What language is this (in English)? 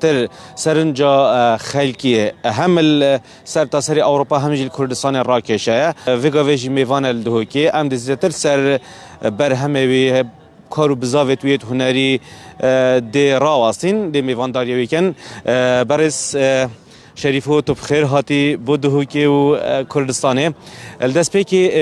Kurdish